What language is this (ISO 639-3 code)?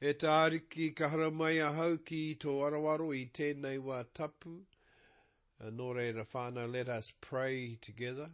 mri